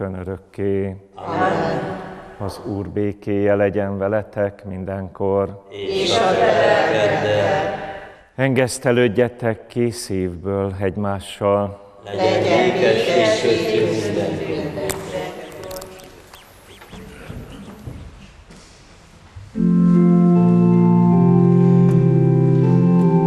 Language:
Hungarian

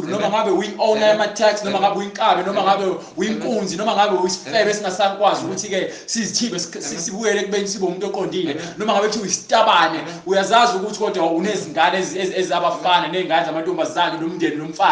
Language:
Zulu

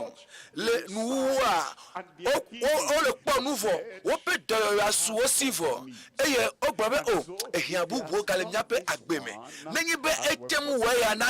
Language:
Ewe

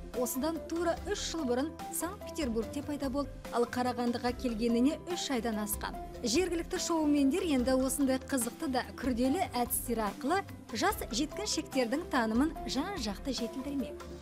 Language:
Kazakh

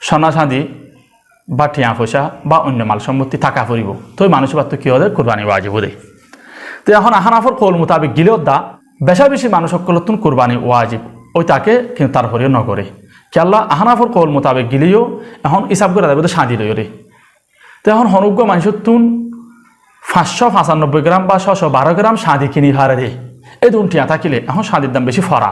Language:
Rohingya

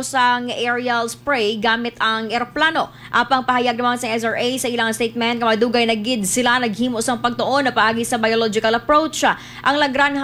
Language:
Hiligaynon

